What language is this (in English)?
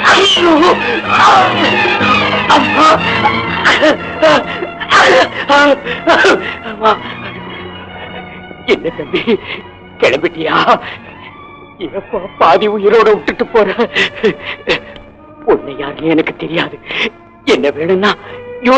Tamil